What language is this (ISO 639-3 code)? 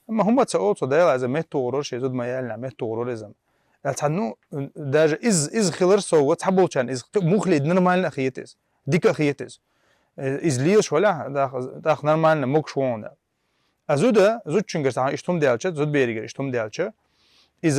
che